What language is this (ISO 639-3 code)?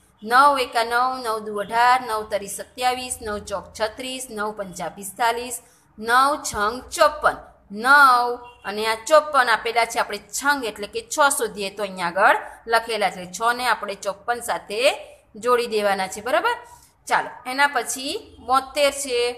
guj